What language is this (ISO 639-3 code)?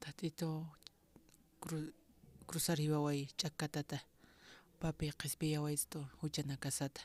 aym